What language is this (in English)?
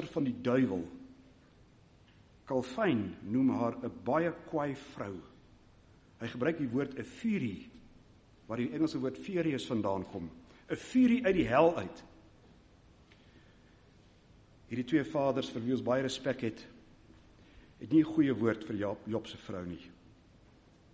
Afrikaans